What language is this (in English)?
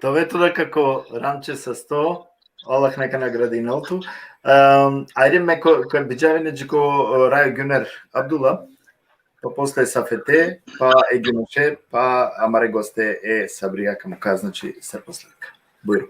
Balkan Romani